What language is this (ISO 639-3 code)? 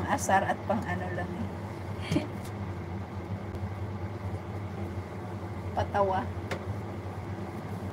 fil